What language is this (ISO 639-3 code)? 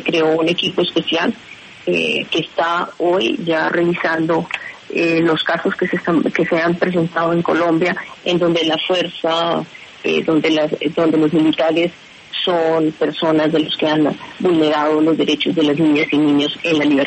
spa